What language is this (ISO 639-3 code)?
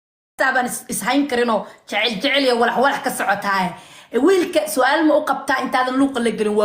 som